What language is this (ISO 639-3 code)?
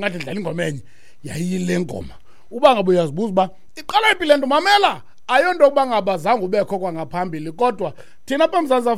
xho